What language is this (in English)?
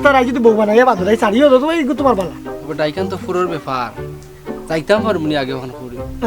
Sylheti